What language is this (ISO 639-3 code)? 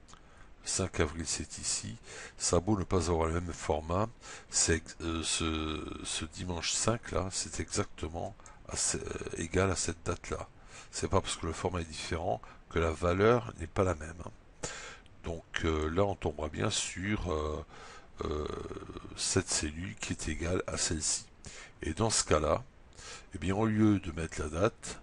fra